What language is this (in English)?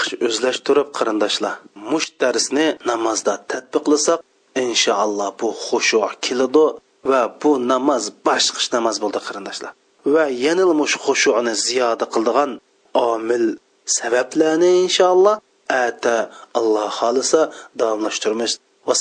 Uyghur